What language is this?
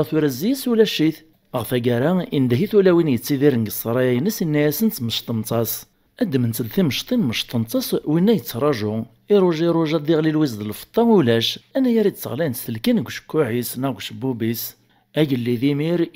Kabyle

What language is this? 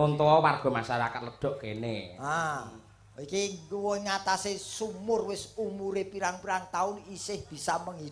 Javanese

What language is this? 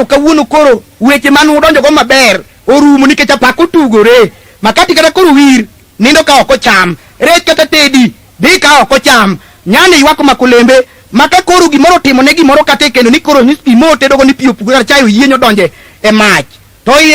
Luo (Kenya and Tanzania)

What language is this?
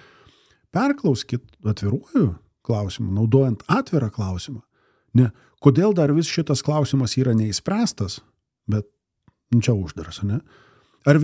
Lithuanian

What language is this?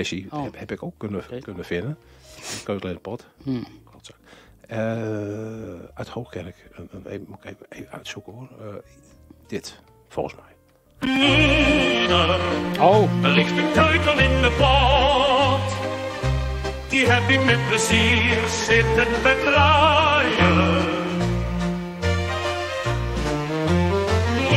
Dutch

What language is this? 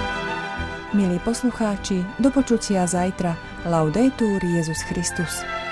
Slovak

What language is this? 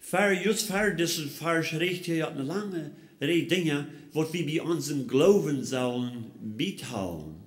Plautdietsch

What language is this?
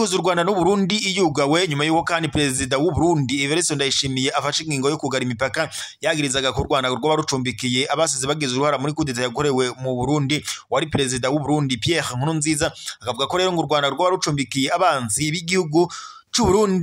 Rundi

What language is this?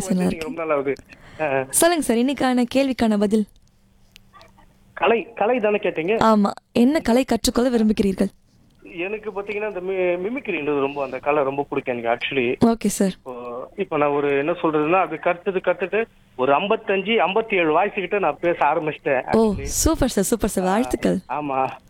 Tamil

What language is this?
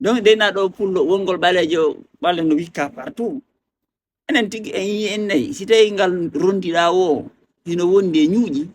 Fula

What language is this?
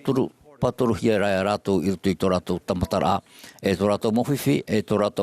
Tahitian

